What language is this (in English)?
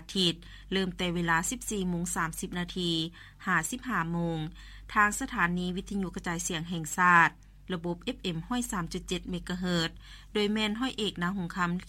Lao